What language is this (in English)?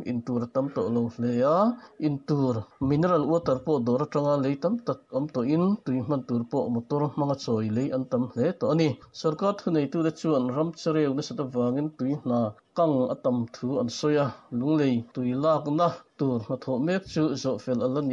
Mizo